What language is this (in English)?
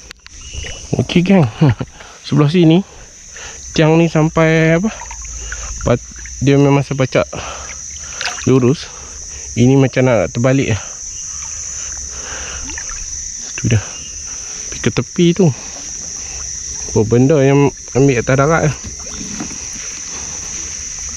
Malay